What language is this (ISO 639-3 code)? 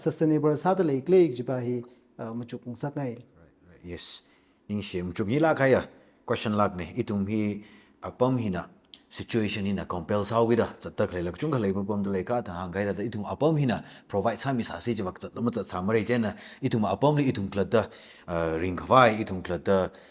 nmf